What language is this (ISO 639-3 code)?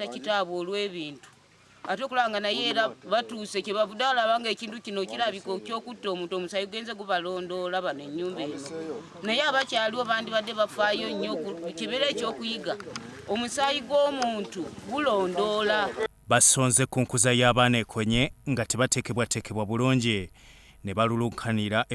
lug